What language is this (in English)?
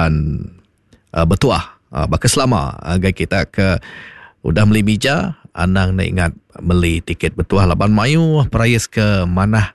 Iban